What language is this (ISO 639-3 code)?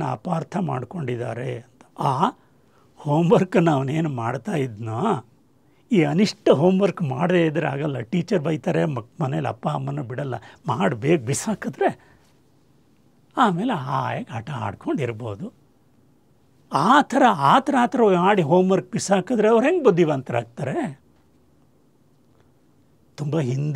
kan